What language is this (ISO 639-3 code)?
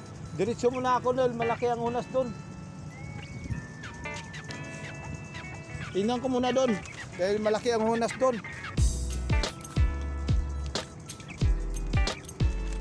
fil